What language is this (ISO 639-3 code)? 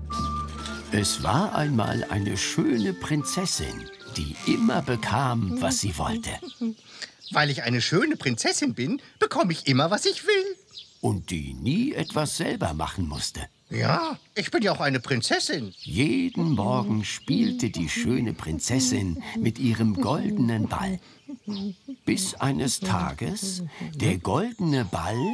deu